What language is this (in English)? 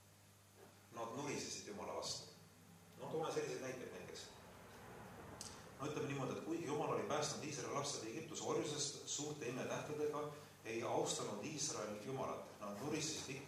Estonian